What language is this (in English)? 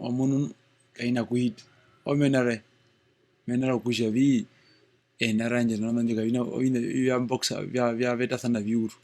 Herero